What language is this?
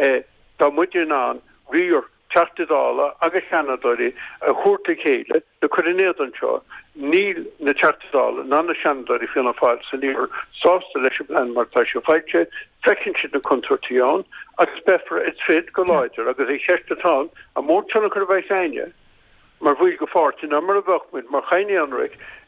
Irish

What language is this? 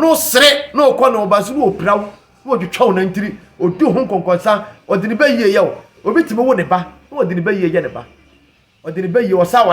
Akan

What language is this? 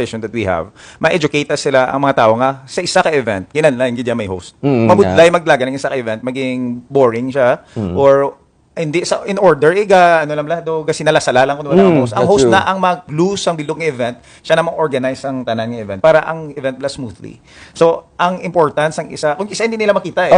Hiligaynon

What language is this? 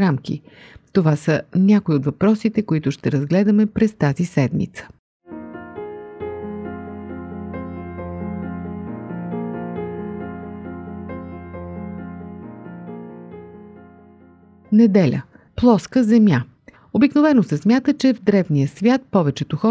Bulgarian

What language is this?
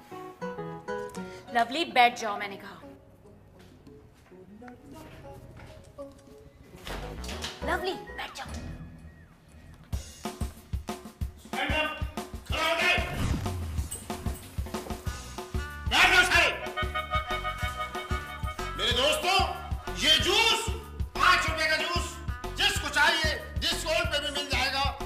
Hindi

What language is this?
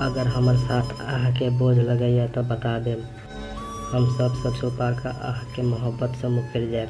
Maithili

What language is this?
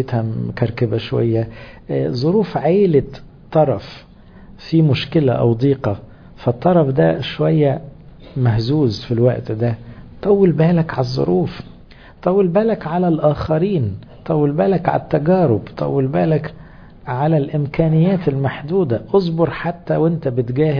Egyptian Arabic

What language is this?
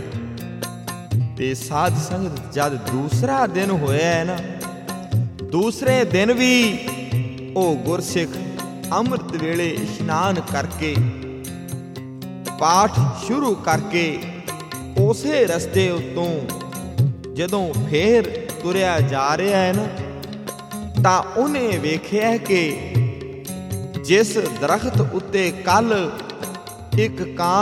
Punjabi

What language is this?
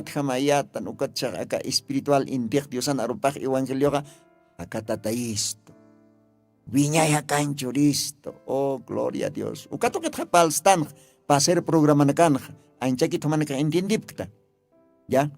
Aymara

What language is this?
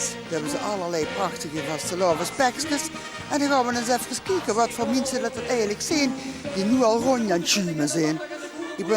Limburgish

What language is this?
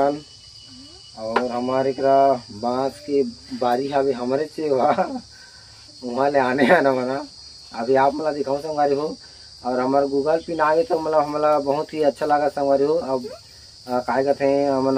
Chhattisgarhi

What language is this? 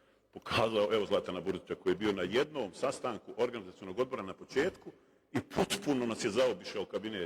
Bosnian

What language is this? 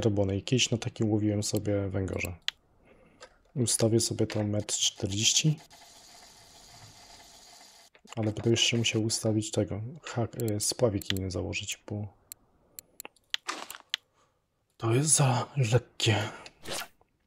Polish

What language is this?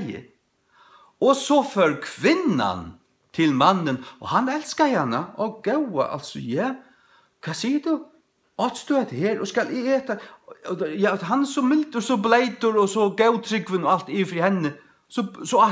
Faroese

